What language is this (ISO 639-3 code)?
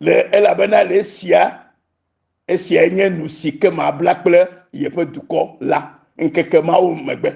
ewe